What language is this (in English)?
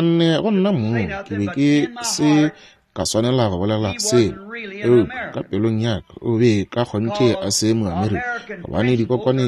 Northern Sotho